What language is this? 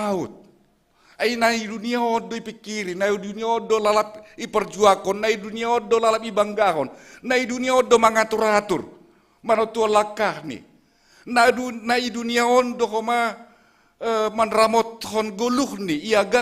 Batak Simalungun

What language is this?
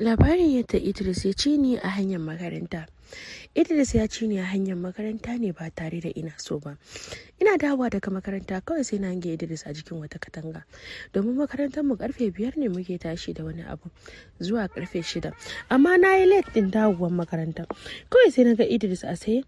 Hausa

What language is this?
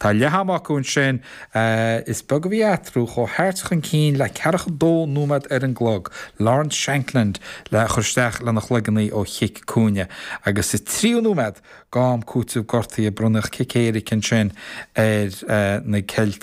Irish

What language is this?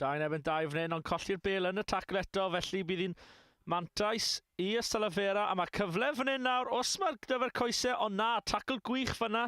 Welsh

